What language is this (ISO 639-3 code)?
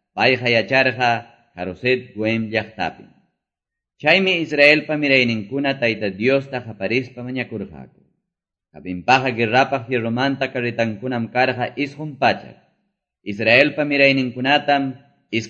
que